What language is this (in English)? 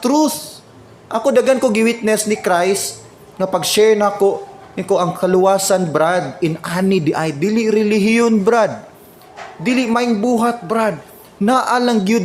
Cebuano